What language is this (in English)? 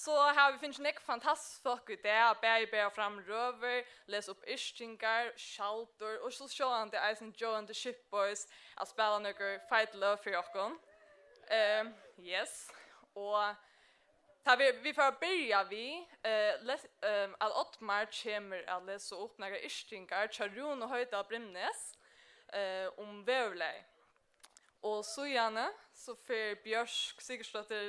Faroese